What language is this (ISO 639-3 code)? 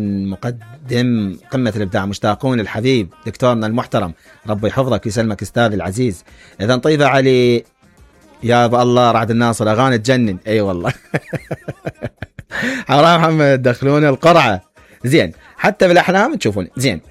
acm